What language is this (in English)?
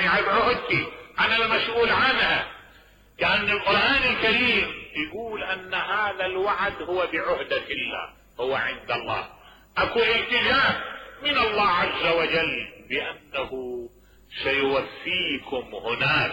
Mesopotamian Arabic